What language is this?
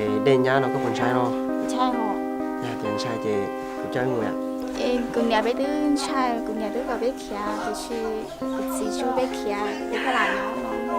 Hmong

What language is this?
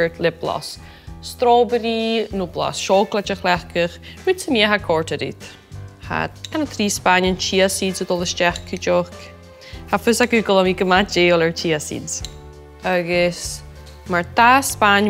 Scottish Gaelic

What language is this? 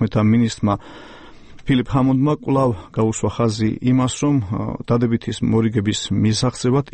Georgian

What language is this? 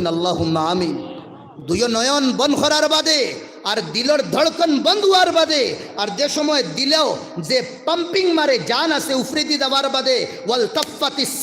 Sylheti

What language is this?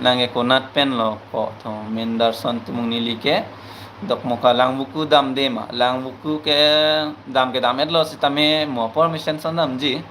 Karbi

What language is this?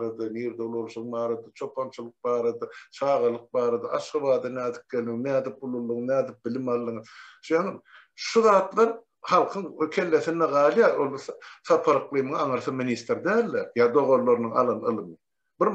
Turkmen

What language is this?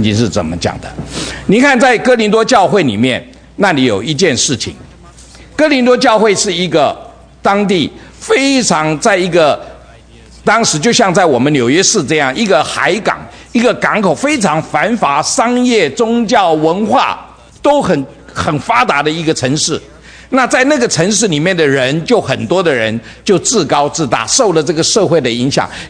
Chinese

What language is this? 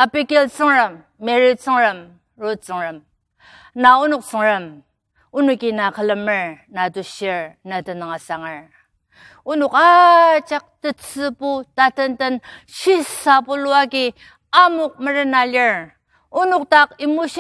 Ao Naga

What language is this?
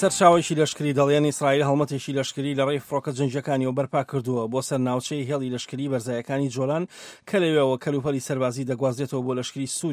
Central Kurdish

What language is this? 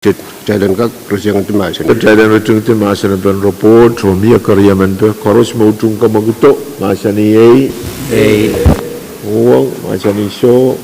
Pohnpeian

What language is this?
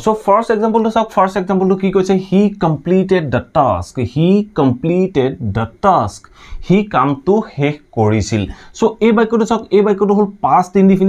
Assamese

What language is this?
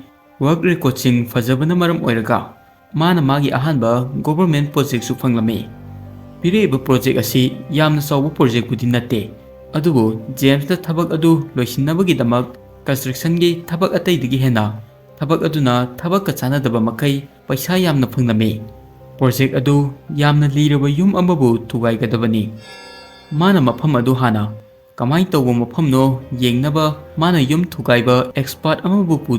Manipuri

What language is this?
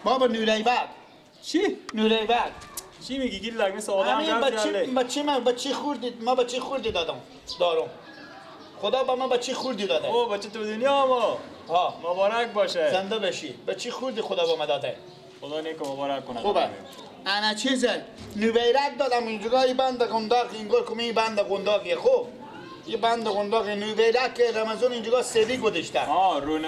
Persian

